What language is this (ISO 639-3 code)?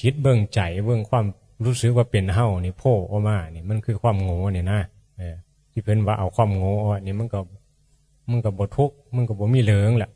tts